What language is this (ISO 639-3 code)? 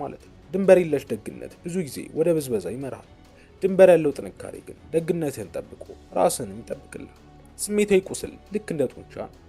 amh